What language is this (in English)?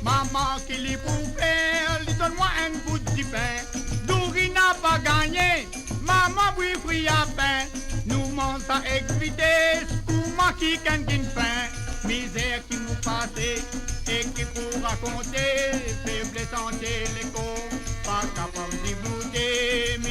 Morisyen